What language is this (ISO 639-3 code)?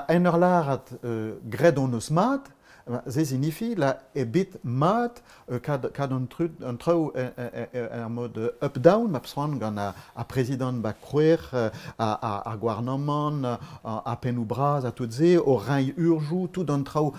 bre